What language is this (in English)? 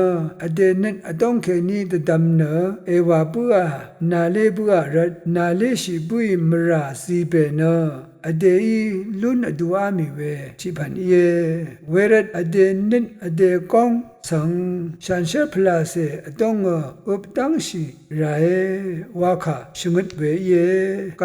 Rawang